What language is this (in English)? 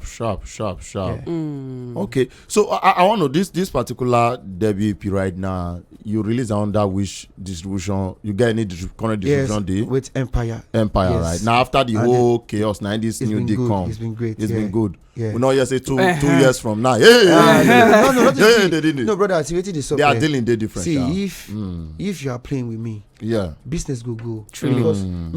Nigerian Pidgin